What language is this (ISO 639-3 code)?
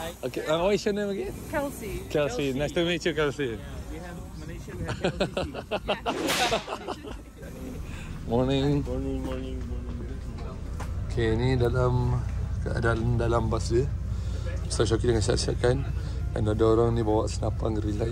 msa